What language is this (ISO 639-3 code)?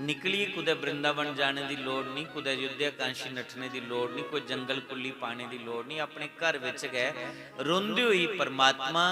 doi